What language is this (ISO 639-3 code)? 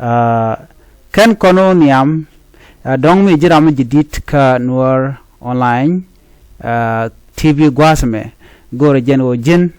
nus